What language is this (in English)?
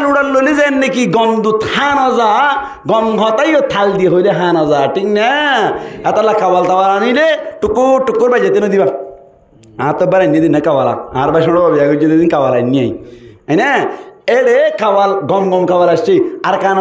Rohingya